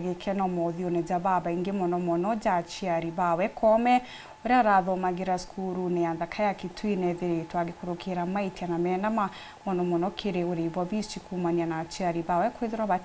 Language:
Meru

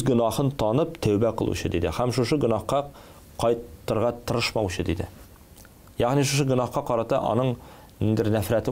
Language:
Tatar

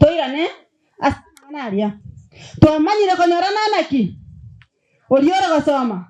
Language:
Gusii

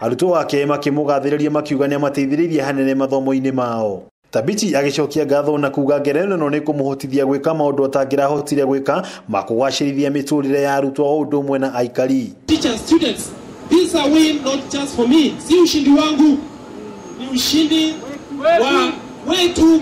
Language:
Kikuyu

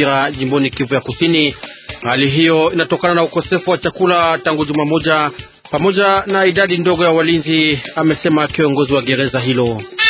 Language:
Swahili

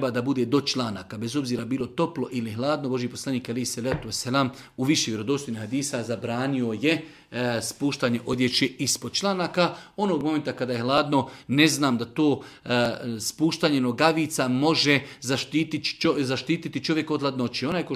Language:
Bosnian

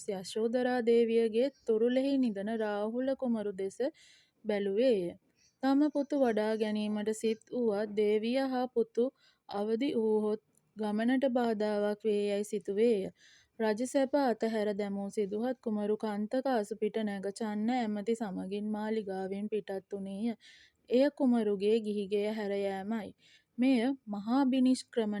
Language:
Sinhala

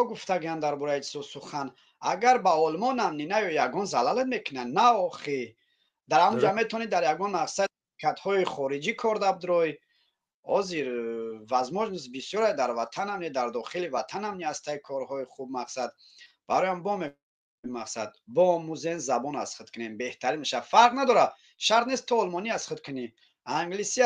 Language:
Tajik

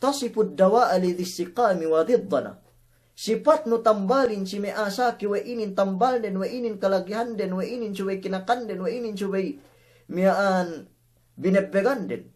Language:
Yakan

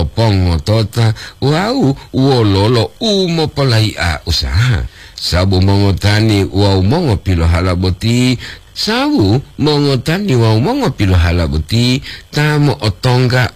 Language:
Gorontalo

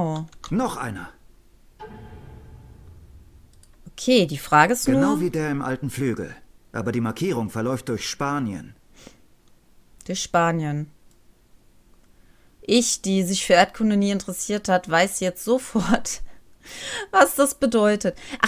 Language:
German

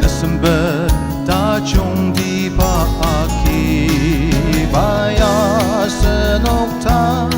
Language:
Ao Naga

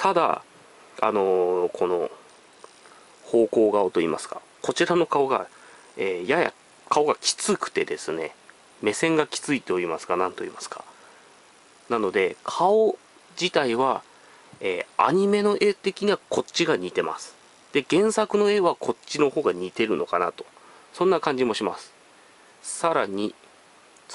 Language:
Japanese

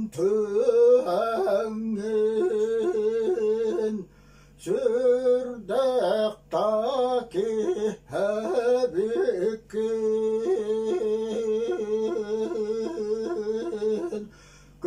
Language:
Yakut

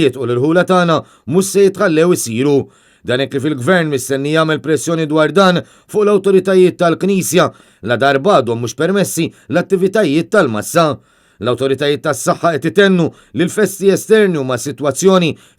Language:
Maltese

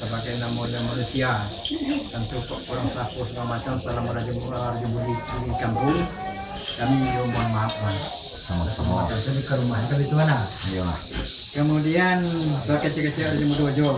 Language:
Minangkabau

